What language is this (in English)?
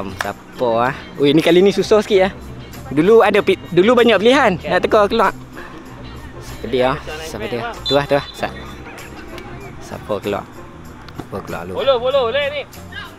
Malay